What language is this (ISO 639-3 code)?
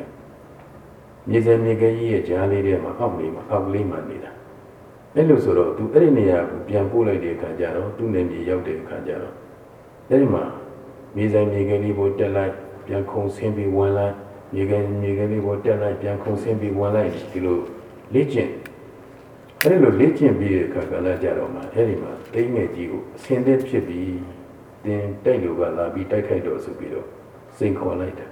mya